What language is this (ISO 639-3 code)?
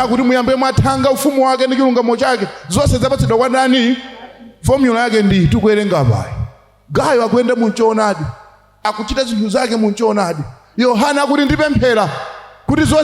nya